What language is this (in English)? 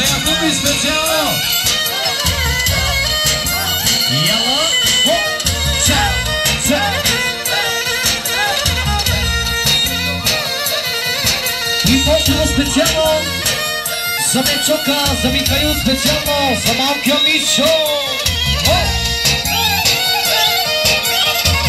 Bulgarian